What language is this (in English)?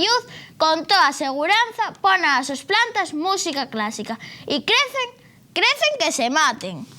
Asturian